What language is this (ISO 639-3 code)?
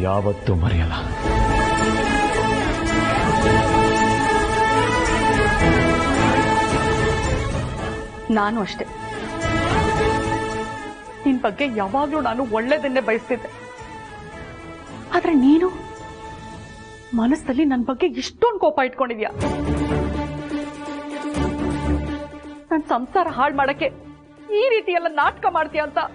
kan